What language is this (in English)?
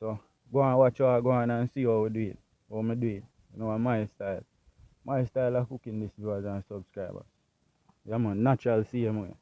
Jamaican Creole English